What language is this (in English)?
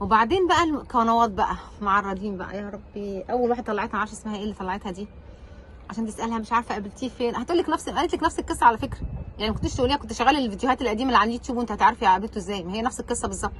Egyptian Arabic